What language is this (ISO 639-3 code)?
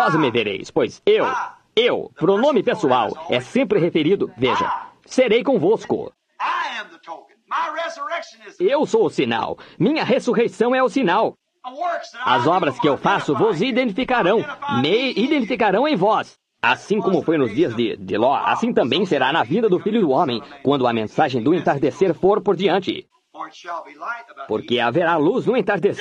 por